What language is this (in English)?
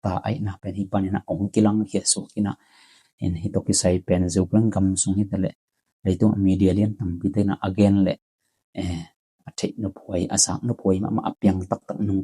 Tedim Chin